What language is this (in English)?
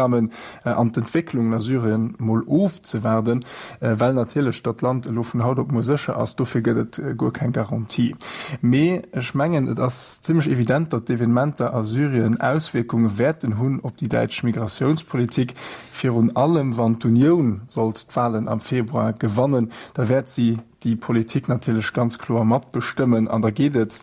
Luxembourgish